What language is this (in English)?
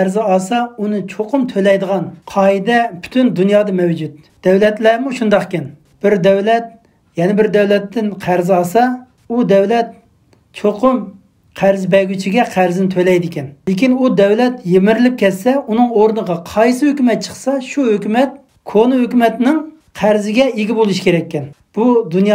Uyghur